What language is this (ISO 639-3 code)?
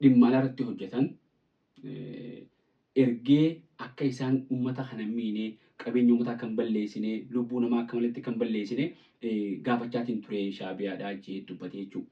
orm